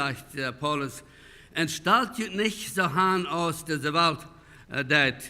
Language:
Plautdietsch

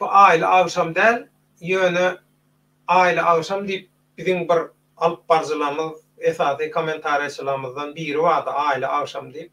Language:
Turkmen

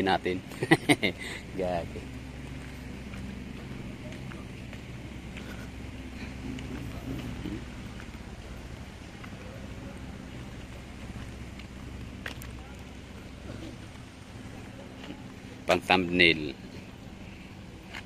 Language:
Filipino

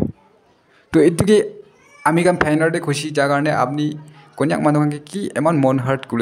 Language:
Naga Pidgin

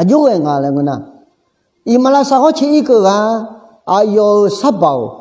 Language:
Akha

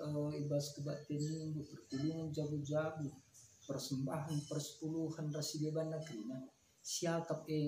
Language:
Batak Karo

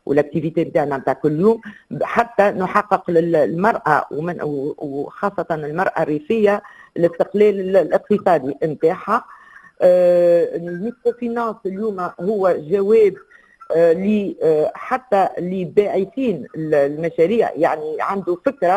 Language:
Tunisian Arabic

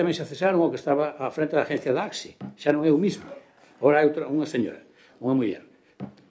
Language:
Galician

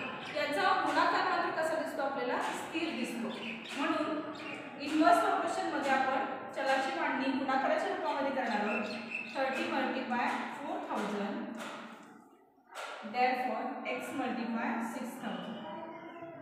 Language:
Marathi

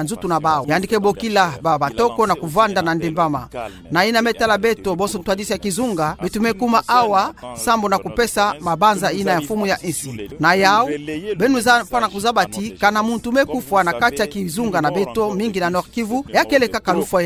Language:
Kituba (Democratic Republic of Congo)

